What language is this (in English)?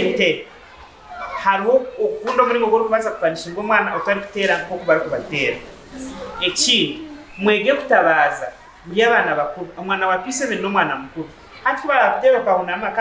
Nyankole